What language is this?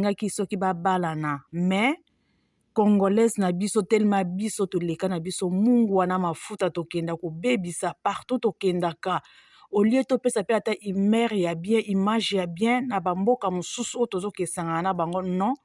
Lingala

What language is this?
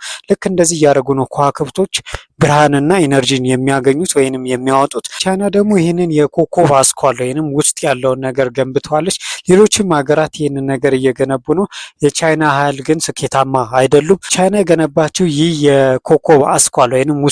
Amharic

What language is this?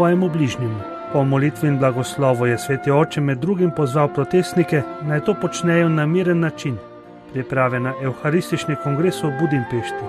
Slovenian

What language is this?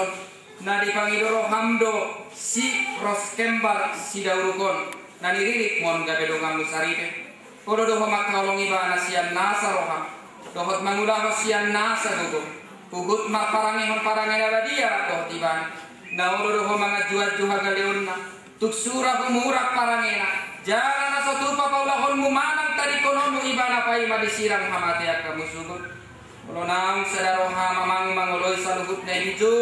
Batak Toba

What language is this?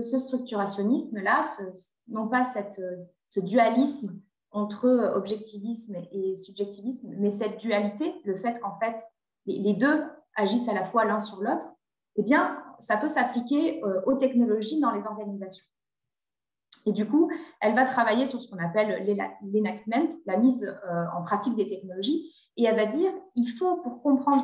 French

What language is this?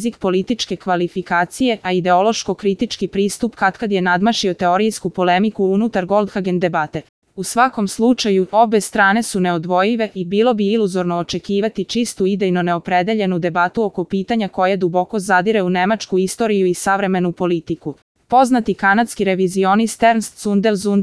Serbian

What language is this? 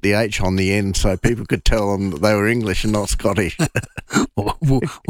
English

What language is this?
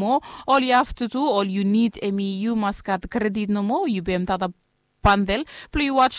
Bislama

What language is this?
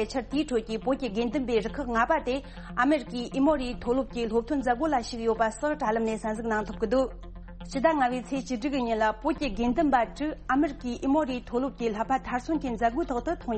Tibetan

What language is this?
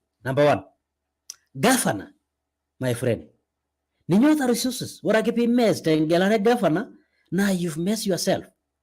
Masai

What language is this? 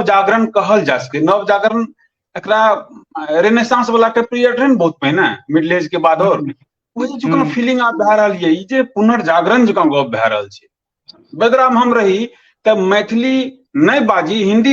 Maithili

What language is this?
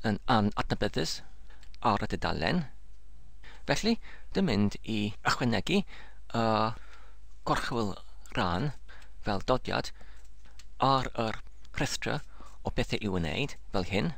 Welsh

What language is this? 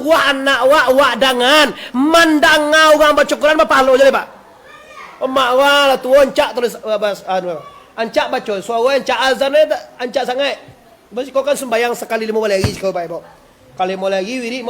Minangkabau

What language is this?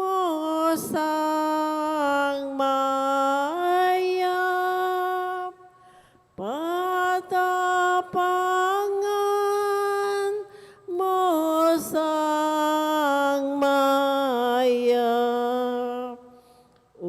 Pampanga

